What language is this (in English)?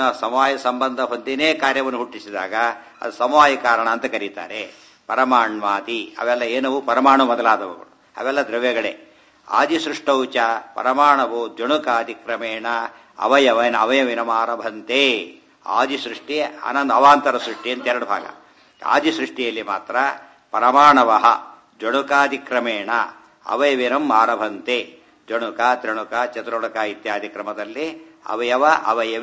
Kannada